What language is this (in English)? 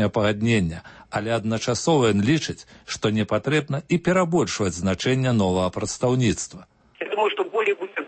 Belarusian